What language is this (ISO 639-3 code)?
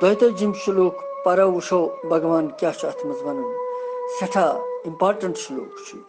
kas